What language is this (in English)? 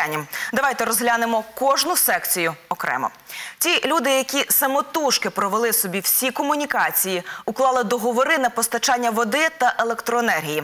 Ukrainian